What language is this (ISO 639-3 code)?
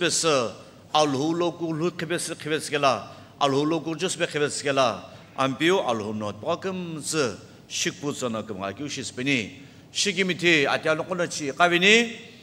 nsm